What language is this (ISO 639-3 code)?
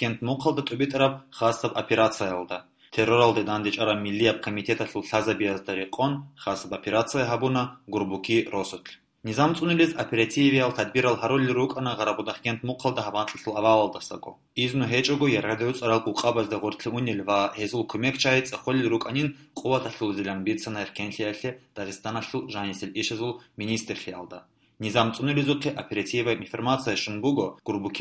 ava